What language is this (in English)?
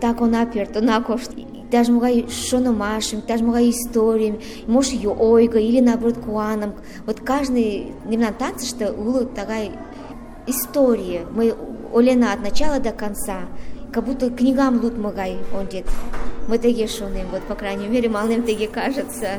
Mari